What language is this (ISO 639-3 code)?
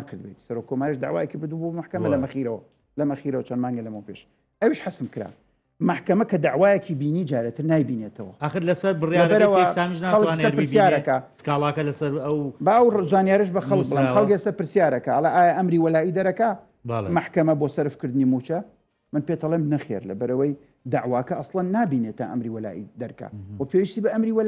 ckb